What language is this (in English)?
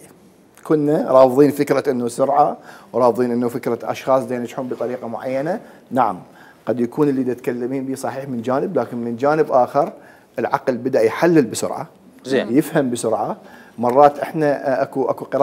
Mesopotamian Arabic